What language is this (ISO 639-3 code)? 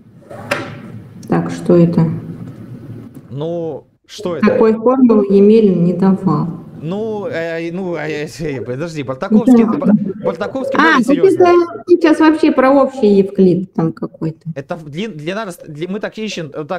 rus